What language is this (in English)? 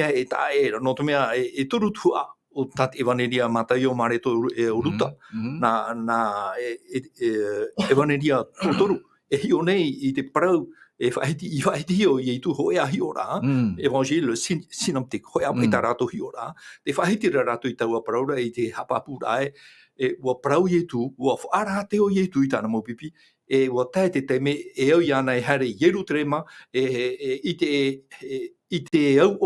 Tahitian